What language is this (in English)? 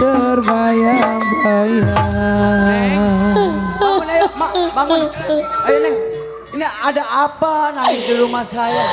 Betawi